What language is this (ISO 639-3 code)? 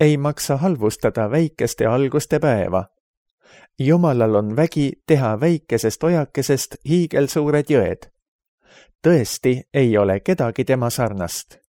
est